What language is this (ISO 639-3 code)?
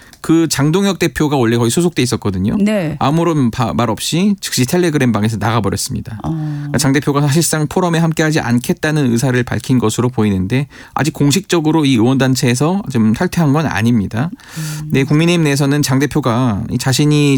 kor